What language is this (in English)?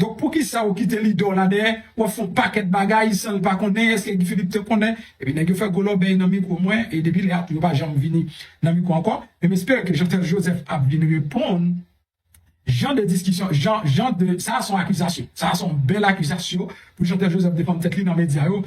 Haitian Creole